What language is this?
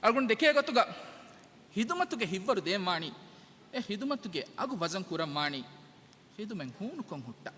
Divehi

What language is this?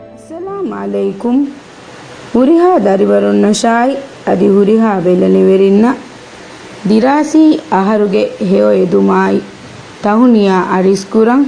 Divehi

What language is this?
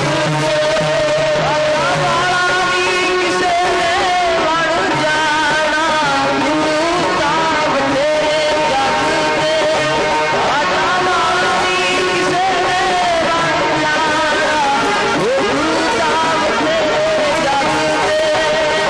Punjabi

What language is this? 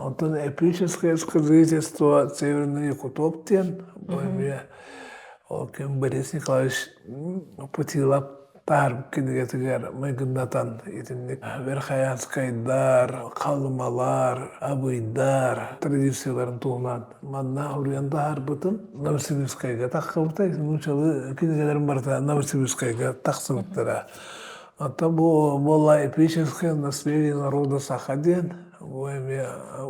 Yakut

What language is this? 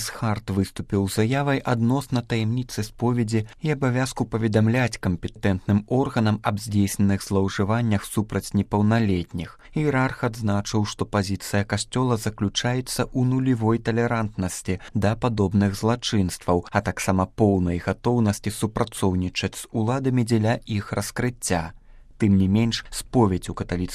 Belarusian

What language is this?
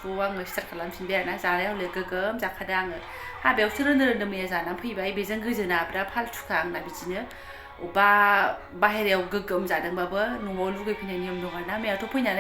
Bodo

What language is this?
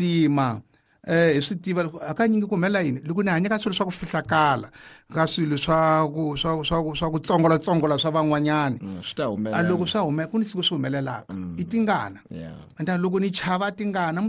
Tsonga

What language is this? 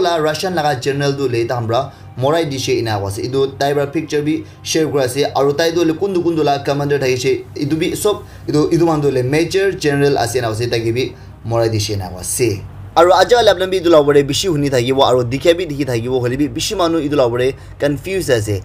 Naga Pidgin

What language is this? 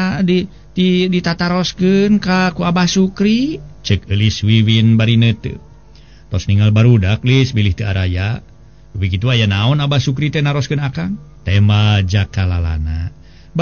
Sundanese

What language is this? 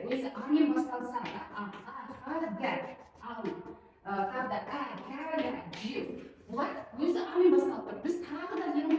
Kazakh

